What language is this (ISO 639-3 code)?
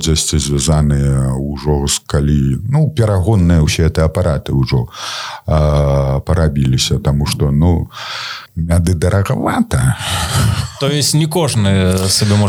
bel